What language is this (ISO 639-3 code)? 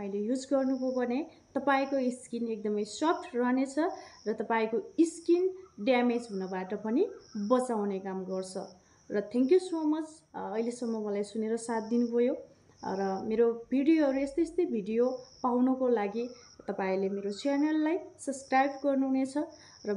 nep